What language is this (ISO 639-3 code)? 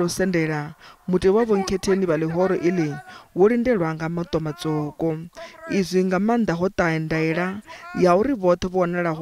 ven